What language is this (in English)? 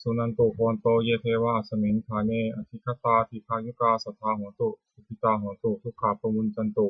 Pali